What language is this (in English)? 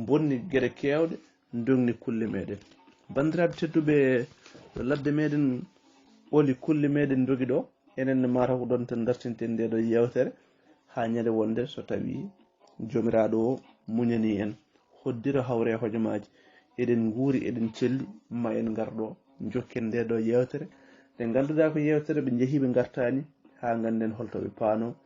Fula